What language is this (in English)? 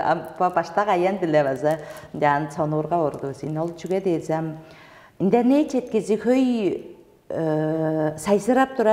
Tuvinian